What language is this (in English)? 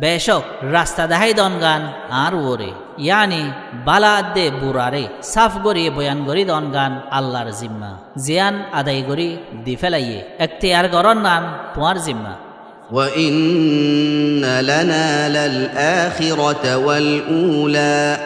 Rohingya